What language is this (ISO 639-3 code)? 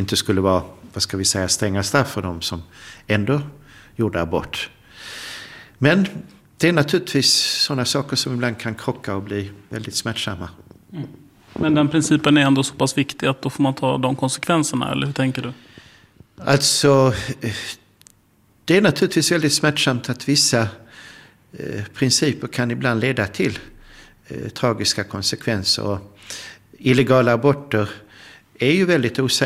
swe